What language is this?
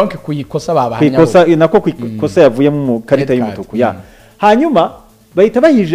Kinyarwanda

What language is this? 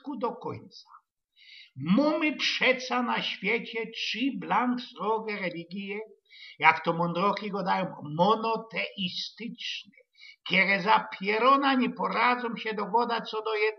Silesian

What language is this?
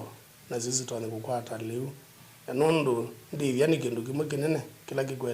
Kamba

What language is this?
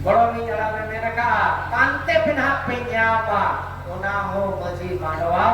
Santali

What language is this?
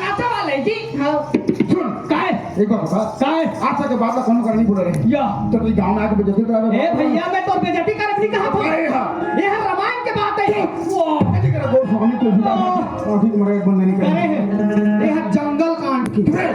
Chhattisgarhi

